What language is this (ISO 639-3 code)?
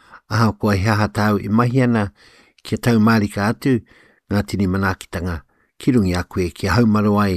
mri